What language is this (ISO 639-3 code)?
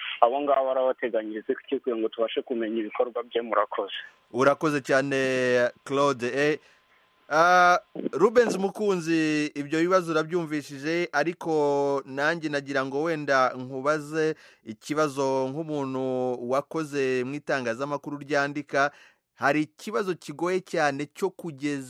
kin